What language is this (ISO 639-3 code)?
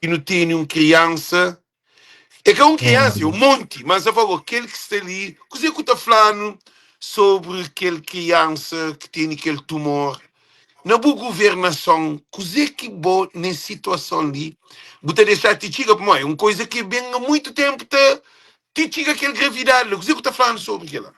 kea